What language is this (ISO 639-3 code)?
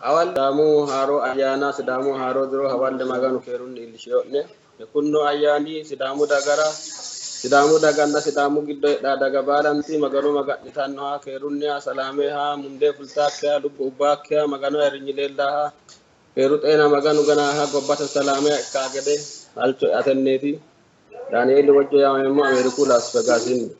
sid